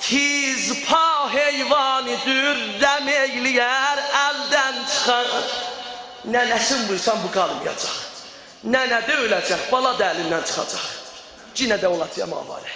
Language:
South Azerbaijani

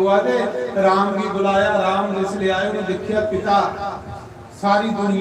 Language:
Dogri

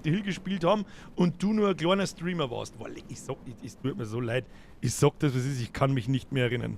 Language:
Bavarian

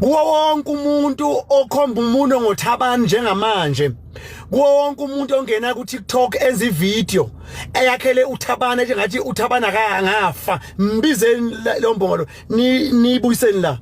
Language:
Zulu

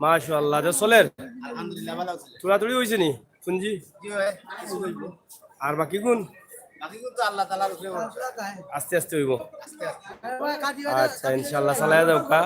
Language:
Sylheti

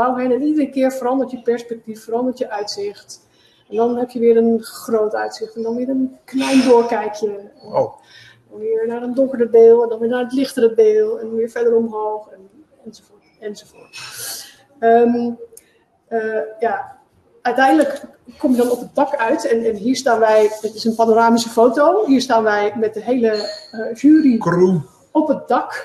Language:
Dutch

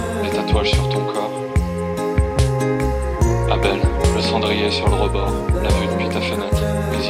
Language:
French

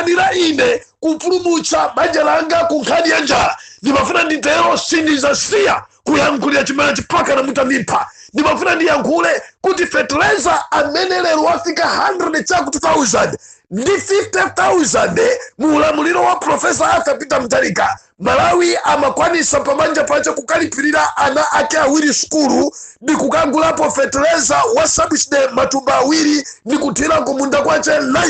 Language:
Nyanja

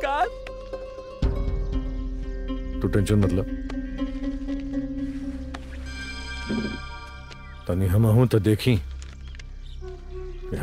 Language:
Bhojpuri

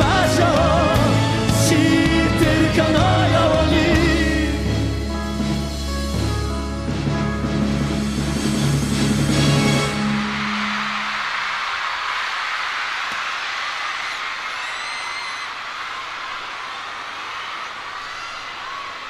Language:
Japanese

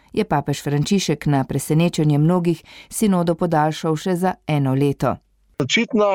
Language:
Slovenian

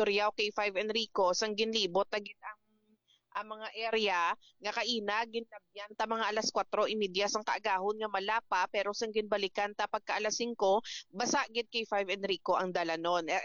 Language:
Hiligaynon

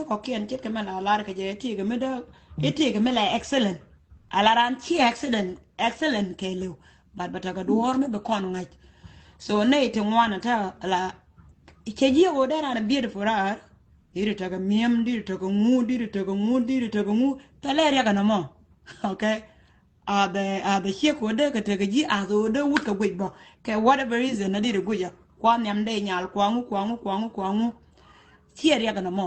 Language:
Nuer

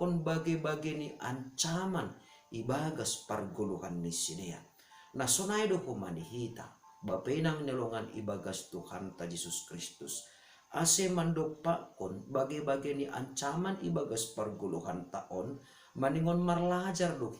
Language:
Batak Simalungun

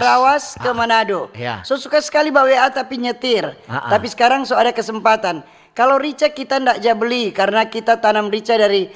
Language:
Manado Malay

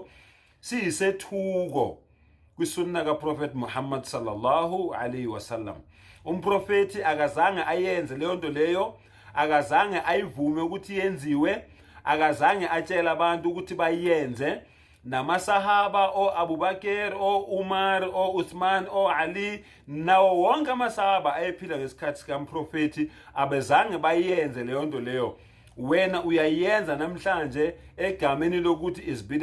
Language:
Zulu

